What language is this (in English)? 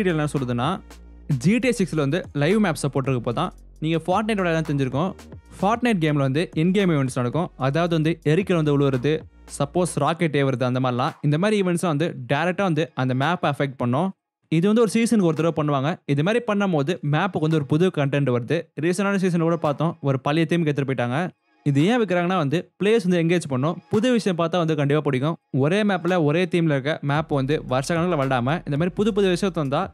Tamil